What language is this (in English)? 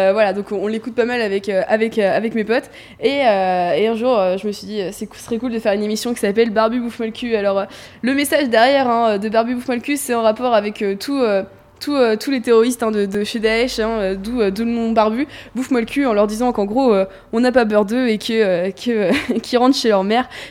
French